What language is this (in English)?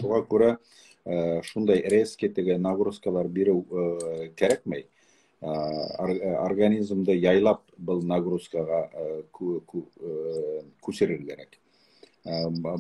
Bashkir